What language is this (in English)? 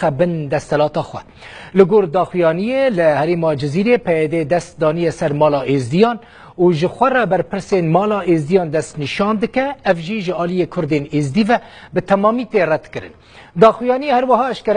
Kurdish